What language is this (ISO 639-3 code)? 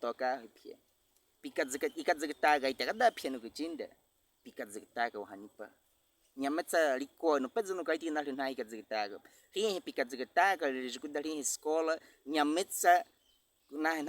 bwi